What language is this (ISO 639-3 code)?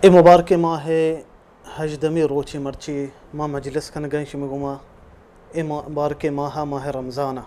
bal